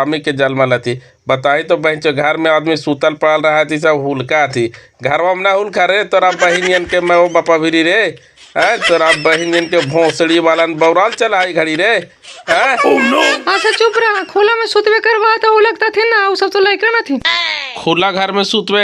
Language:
Magahi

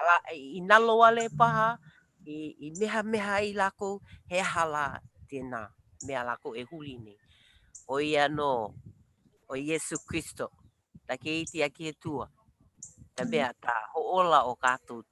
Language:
Hawaiian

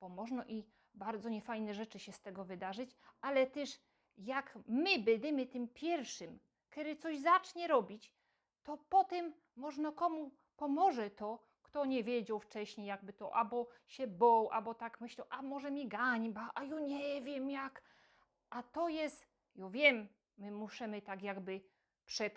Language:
Silesian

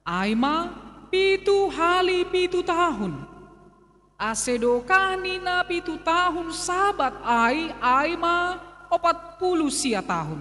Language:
Batak Simalungun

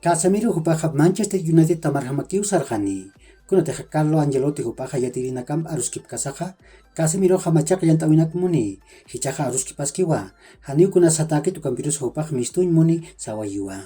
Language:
Aymara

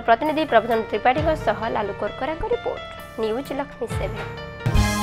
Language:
Odia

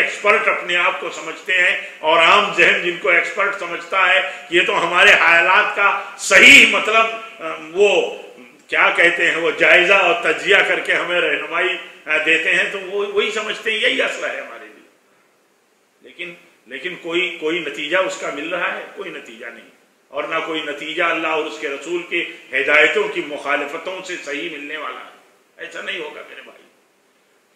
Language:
Urdu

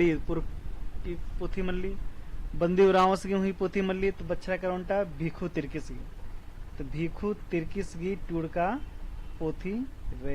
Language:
Kurukh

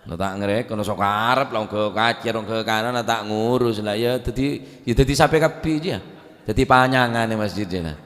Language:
Madurese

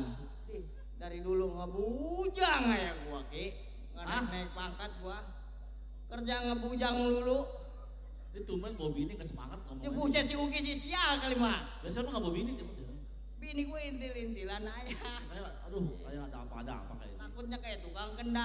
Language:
Betawi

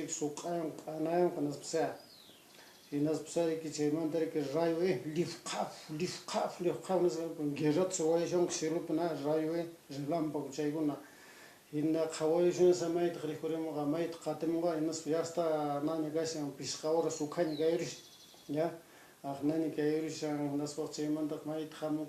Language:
Quechua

